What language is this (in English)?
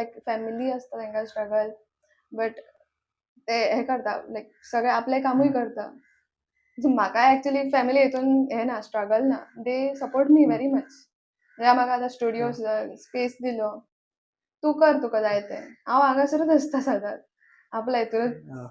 Konkani